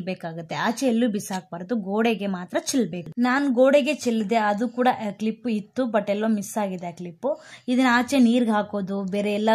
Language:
Kannada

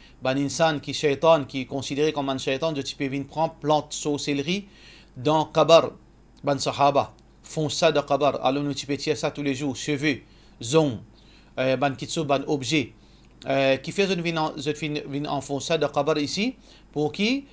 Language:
Morisyen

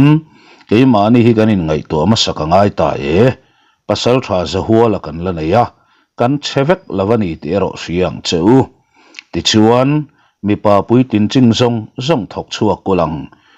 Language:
Mizo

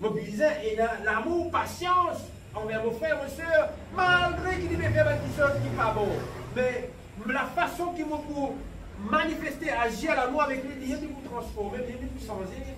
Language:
Morisyen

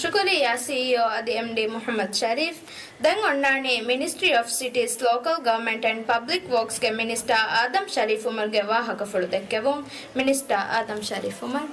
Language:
Divehi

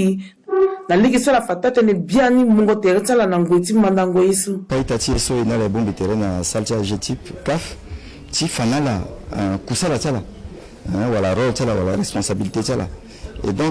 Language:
Sango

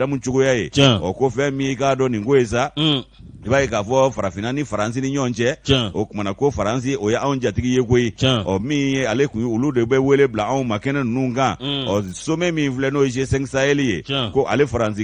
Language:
Bambara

